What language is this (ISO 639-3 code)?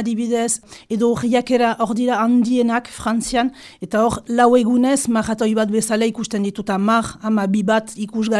eus